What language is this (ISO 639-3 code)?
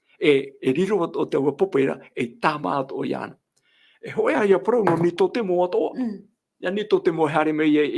tah